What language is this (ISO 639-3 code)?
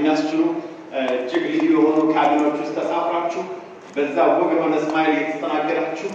amh